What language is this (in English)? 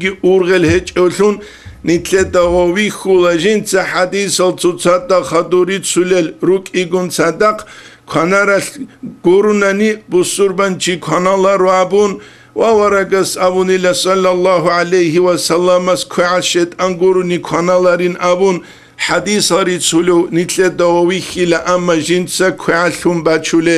Avaric